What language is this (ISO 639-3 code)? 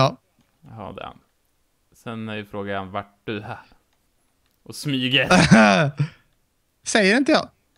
swe